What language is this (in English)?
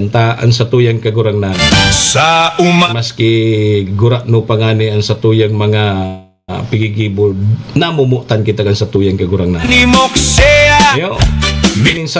Bikol